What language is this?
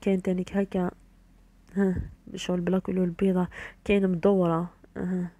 Algerian Arabic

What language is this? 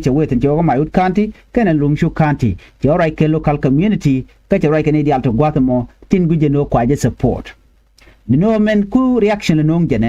Nuer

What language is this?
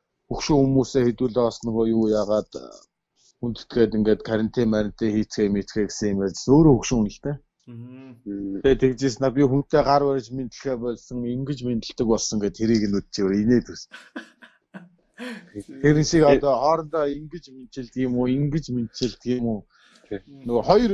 Mongolian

